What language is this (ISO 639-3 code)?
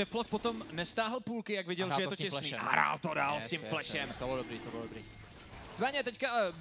ces